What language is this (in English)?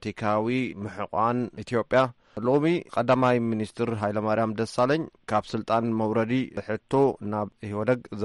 Tigrinya